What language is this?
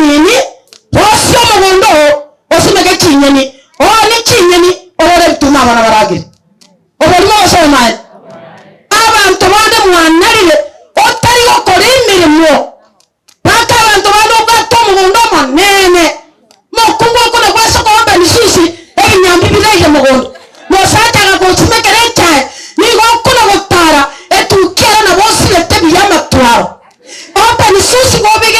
Gusii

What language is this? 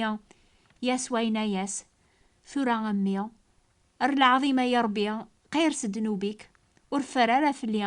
Kabyle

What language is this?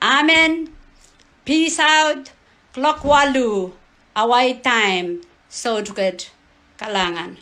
Pohnpeian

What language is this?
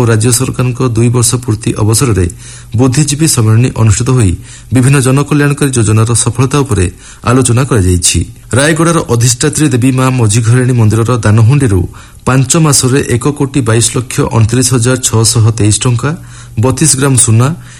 Odia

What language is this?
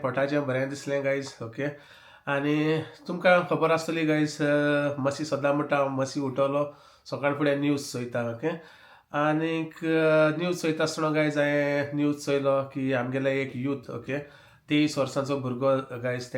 Konkani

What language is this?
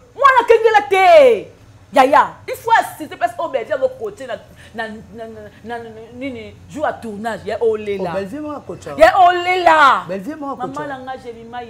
Lingala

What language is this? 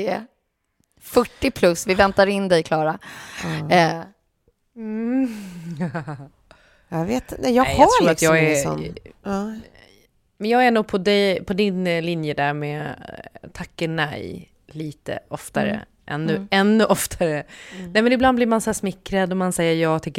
Swedish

